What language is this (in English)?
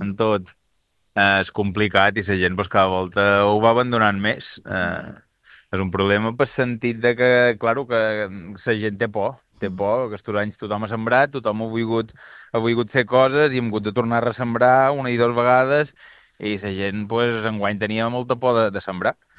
Catalan